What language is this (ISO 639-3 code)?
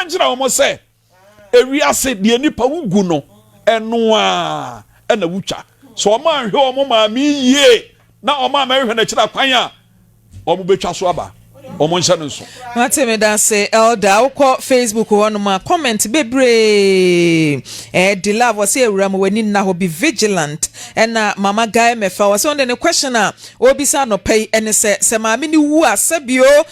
aka